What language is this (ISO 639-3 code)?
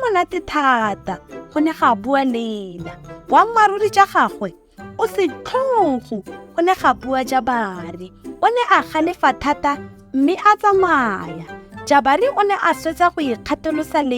tsn